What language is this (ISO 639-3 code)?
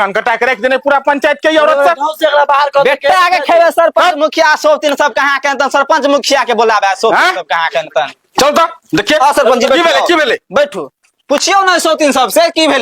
mai